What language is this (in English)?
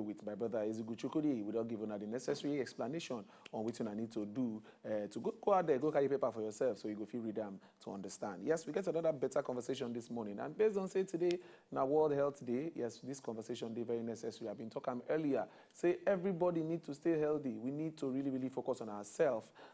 Nigerian Pidgin